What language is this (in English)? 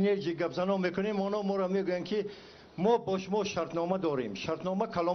Tajik